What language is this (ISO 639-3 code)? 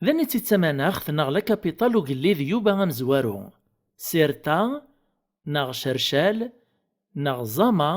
kab